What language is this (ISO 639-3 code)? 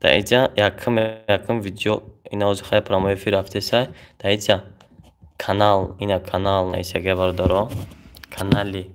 tgk